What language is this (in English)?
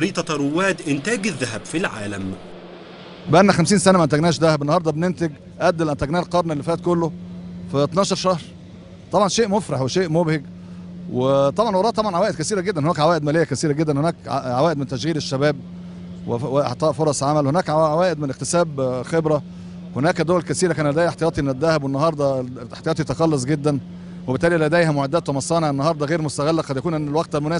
Egyptian Arabic